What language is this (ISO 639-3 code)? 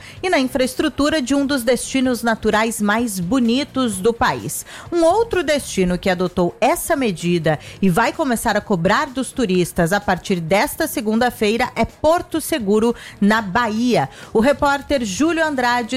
por